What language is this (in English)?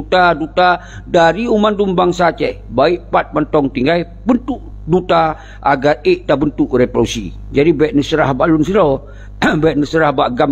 Achinese